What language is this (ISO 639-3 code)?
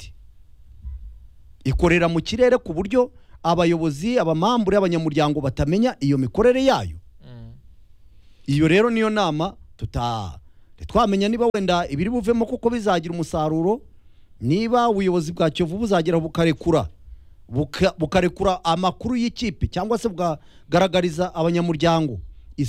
kin